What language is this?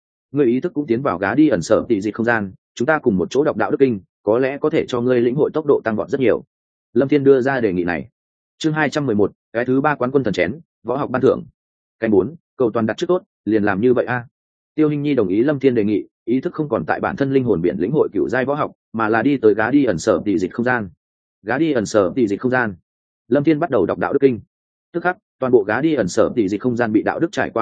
Vietnamese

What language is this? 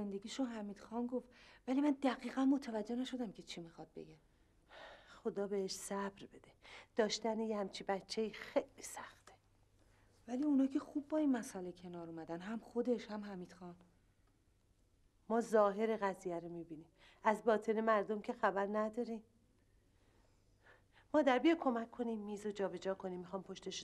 Persian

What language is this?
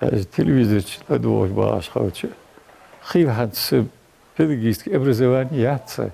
Ingush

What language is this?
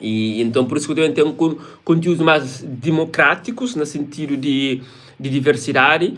Kabuverdianu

